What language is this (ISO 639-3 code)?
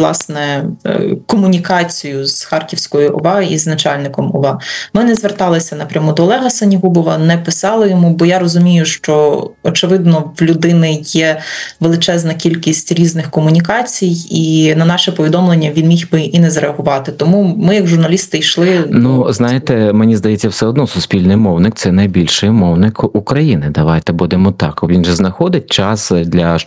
ukr